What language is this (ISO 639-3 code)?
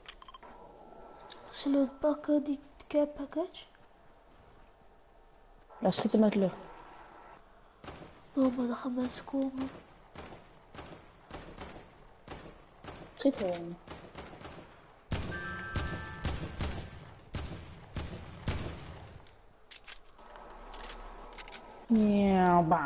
nld